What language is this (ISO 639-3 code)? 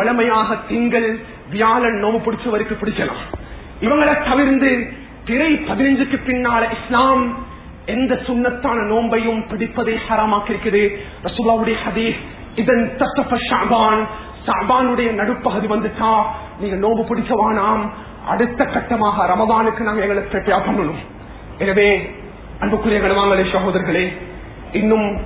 tam